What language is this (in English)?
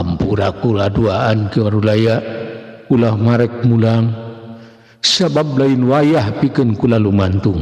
Sundanese